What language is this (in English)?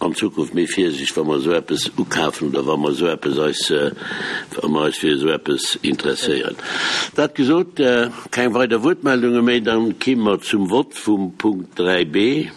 Luxembourgish